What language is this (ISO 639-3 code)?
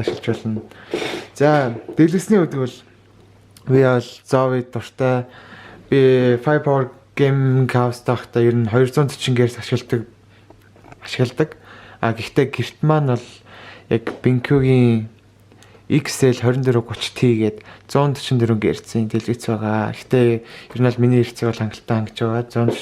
mon